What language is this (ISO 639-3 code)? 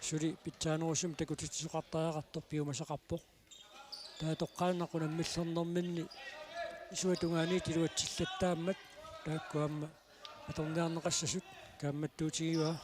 kal